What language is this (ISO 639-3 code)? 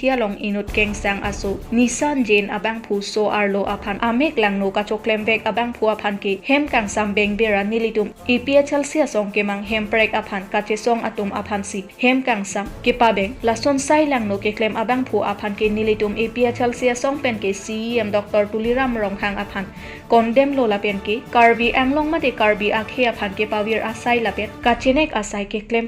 mjw